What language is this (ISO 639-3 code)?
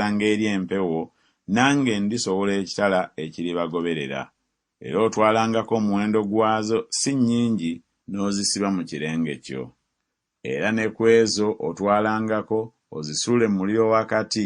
lug